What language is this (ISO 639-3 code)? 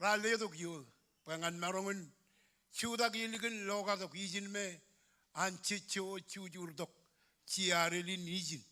mah